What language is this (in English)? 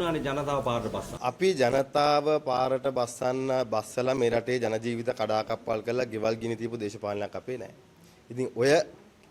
Sinhala